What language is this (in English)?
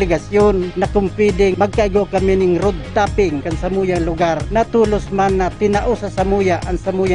Bikol